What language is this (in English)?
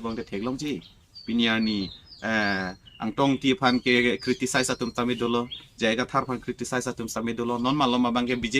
Karbi